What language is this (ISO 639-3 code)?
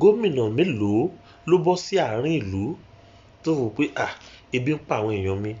yor